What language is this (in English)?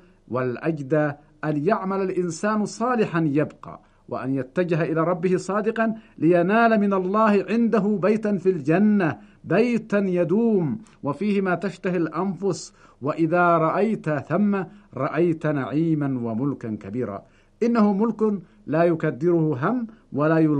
Arabic